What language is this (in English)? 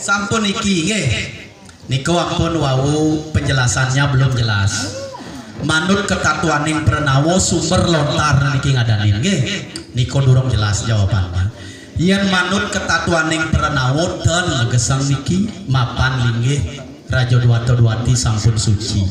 Balinese